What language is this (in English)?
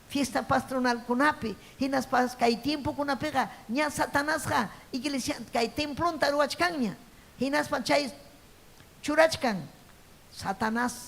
Ayacucho Quechua